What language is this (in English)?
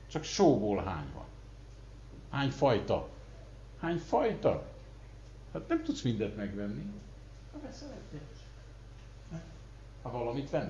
Hungarian